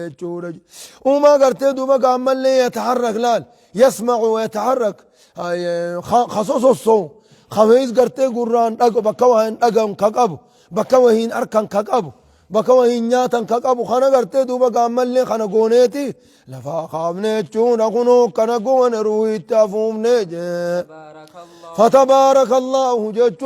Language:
Oromo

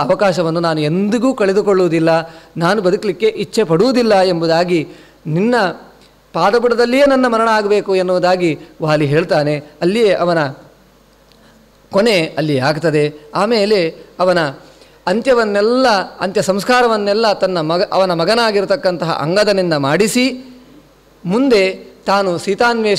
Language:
Kannada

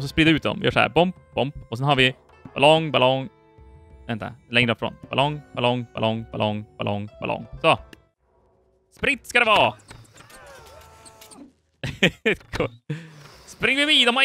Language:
Swedish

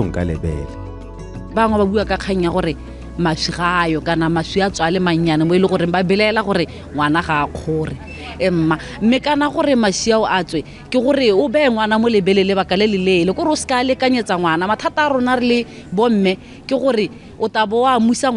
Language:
Tswana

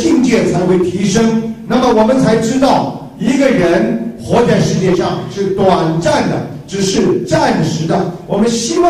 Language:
Chinese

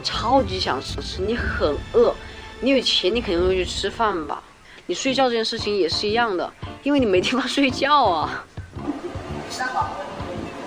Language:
Chinese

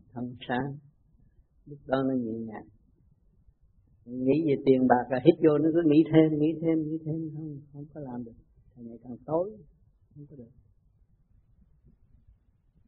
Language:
Vietnamese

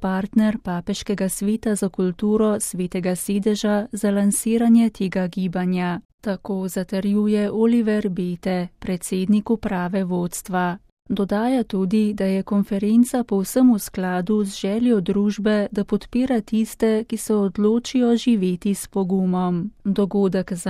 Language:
Slovenian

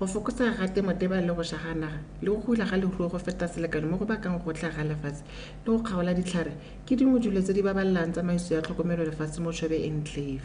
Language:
Tswana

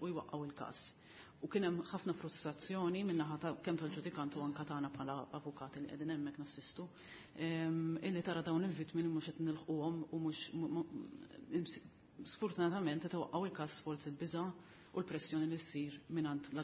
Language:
Maltese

